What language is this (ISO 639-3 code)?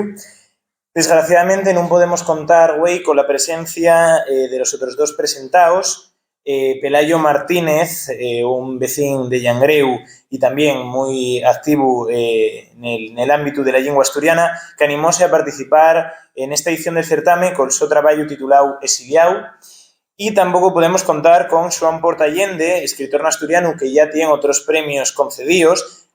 ast